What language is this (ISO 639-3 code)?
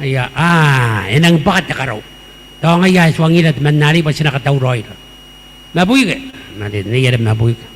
gil